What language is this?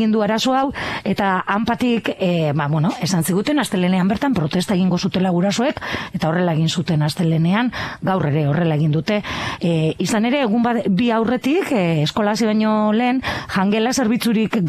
Basque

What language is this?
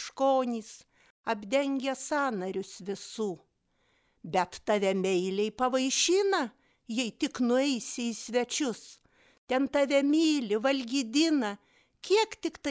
Lithuanian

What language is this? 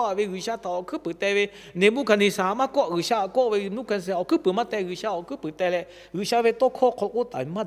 Lahu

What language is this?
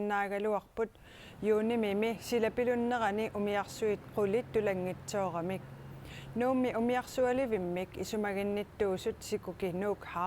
Kalaallisut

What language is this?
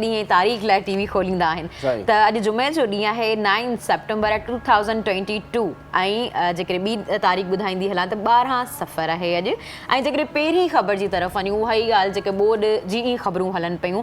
Sindhi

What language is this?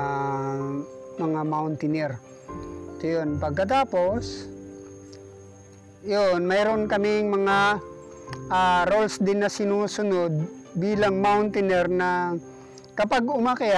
Filipino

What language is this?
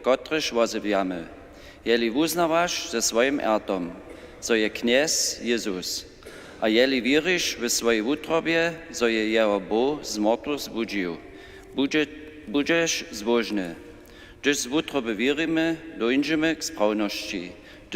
Upper Sorbian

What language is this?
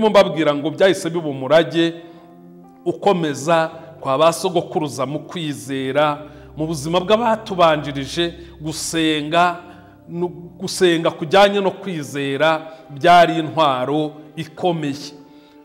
Kinyarwanda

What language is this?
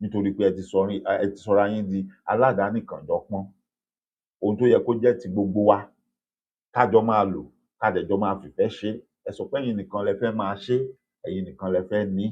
Yoruba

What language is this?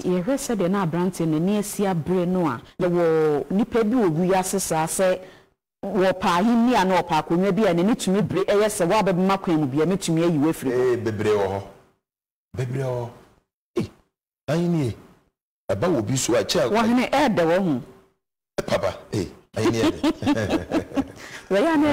Akan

